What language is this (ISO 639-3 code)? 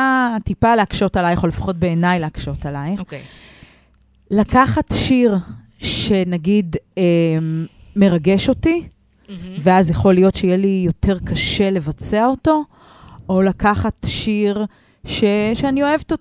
heb